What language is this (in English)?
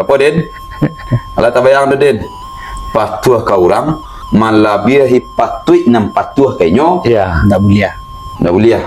Minangkabau